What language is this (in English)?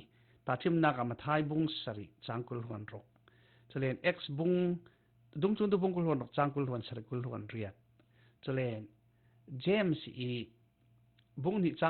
Falam Chin